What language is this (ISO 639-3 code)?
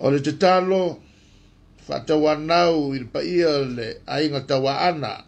smo